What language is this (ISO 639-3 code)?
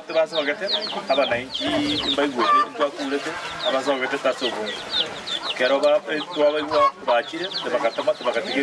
guz